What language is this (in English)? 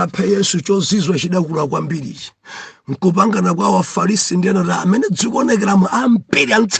Nyanja